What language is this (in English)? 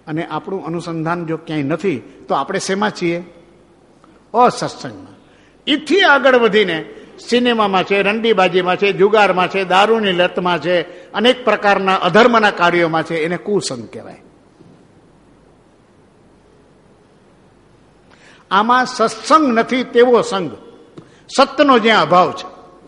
Gujarati